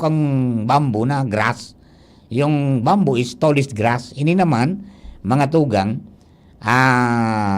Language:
Bikol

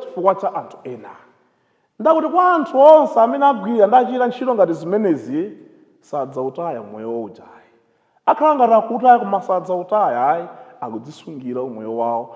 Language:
Nyanja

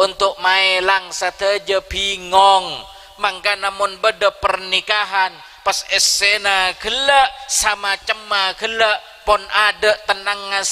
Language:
Madurese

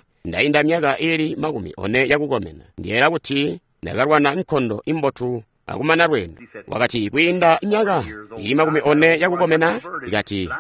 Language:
Tonga (Zambia)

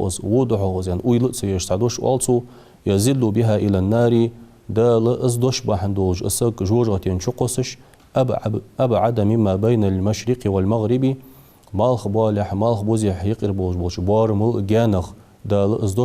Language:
Ingush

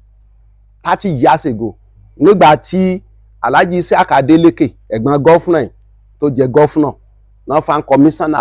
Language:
Yoruba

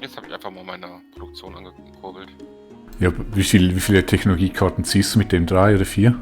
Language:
Swiss German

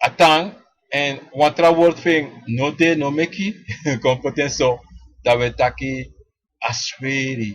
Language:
Sranan Tongo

